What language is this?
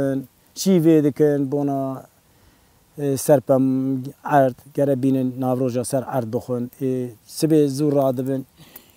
Kurdish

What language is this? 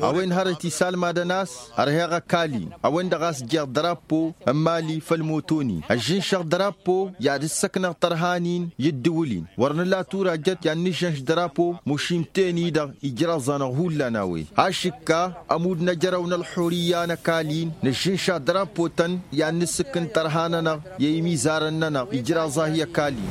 Tamasheq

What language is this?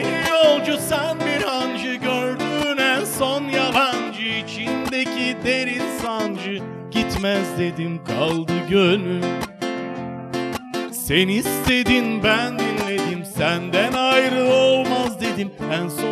Turkish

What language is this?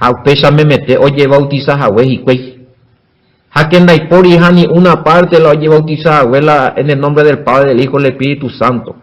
Guarani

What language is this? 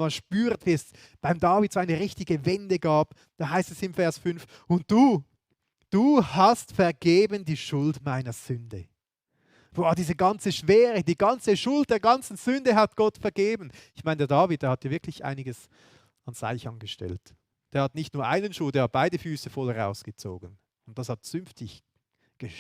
Swiss German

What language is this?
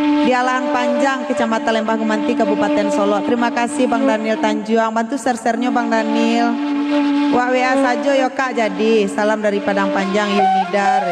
Minangkabau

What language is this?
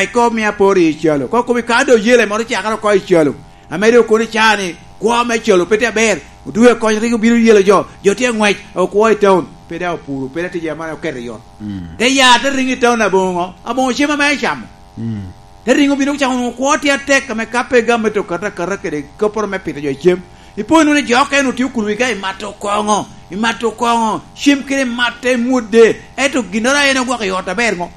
Lango (Uganda)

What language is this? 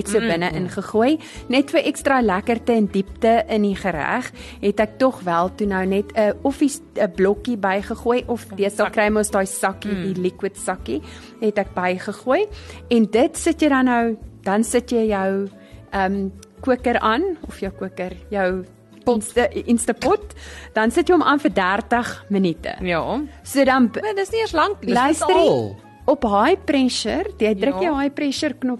Afrikaans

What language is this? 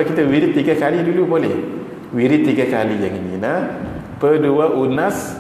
Malay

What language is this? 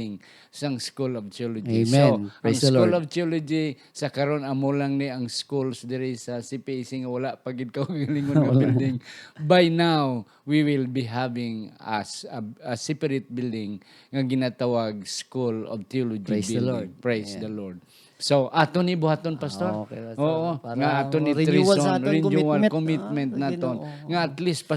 Hiligaynon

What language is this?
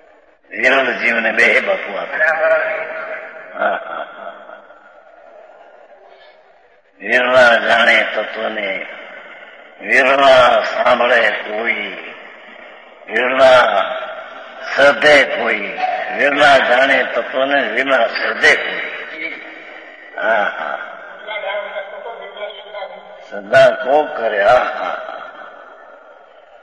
Gujarati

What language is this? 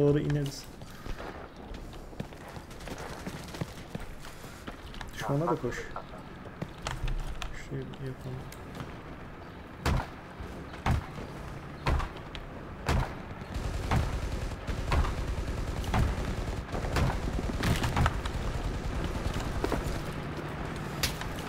Turkish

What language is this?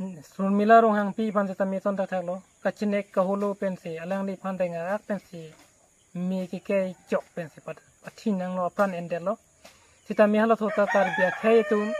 Karbi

